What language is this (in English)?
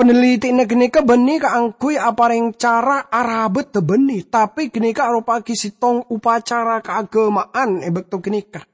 Madurese